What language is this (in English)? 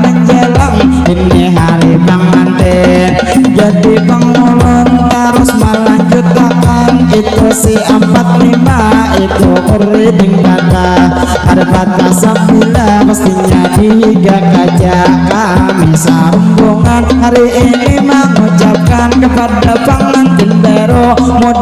Banjar